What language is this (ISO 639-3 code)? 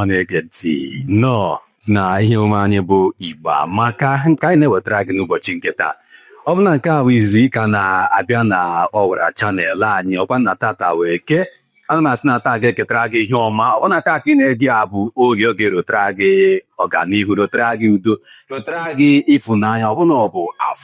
ibo